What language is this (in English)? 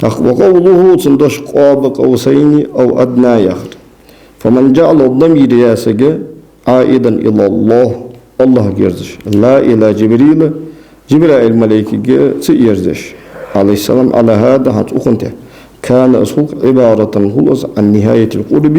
Ingush